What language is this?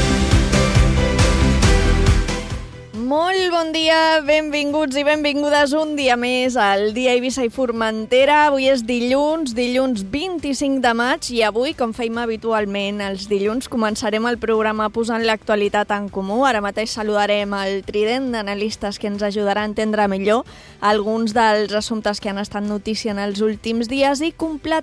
Catalan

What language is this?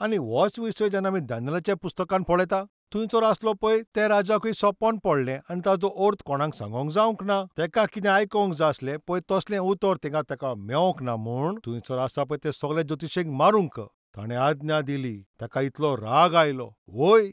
Konkani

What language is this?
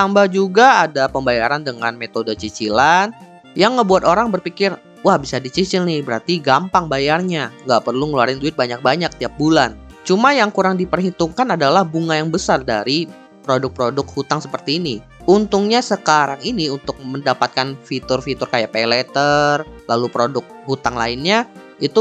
Indonesian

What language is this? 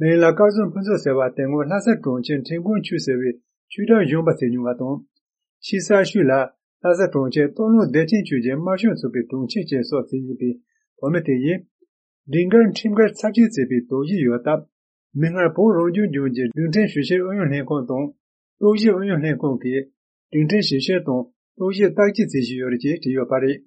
Tibetan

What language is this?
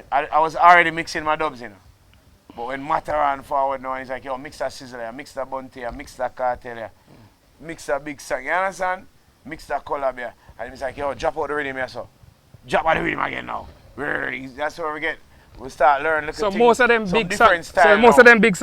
Jamaican Creole English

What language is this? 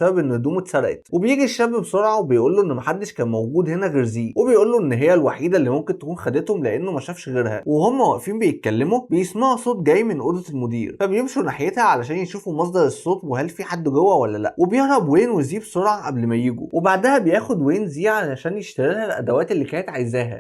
Egyptian Arabic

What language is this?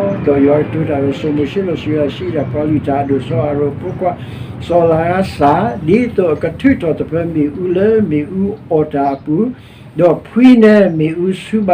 S'gaw Karen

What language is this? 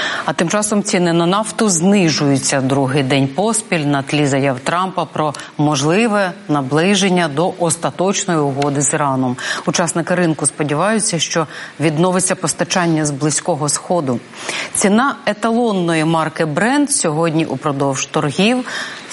Ukrainian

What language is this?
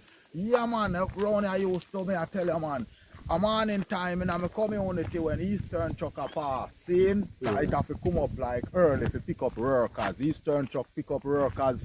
Jamaican Creole English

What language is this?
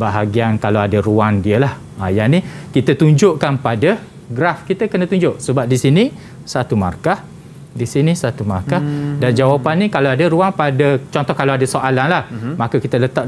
Malay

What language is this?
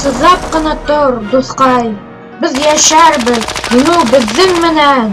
Bashkir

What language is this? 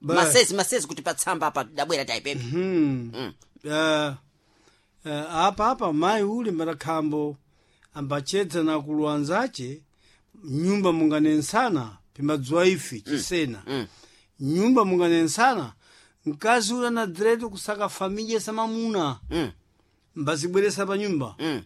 Sena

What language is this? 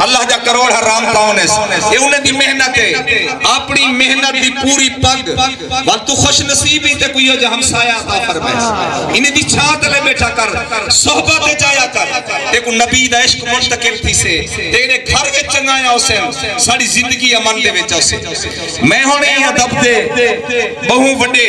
Saraiki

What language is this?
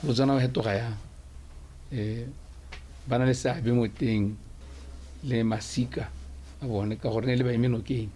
Tswana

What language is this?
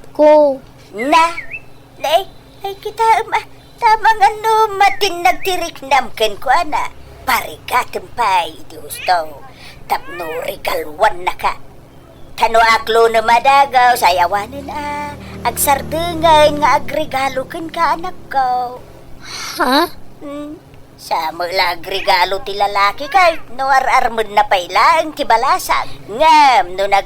Iloko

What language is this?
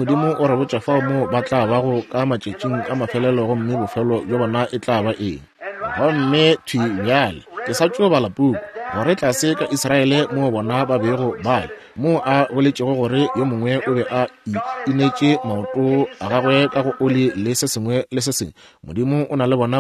Northern Sotho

